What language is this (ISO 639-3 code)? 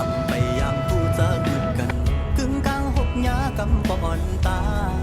shn